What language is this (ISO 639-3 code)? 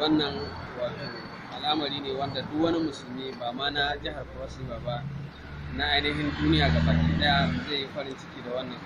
hau